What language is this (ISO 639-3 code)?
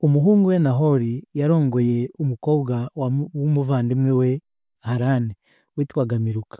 kin